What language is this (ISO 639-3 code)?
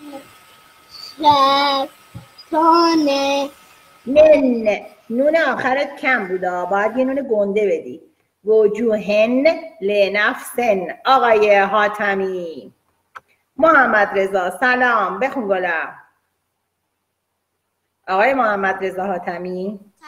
fas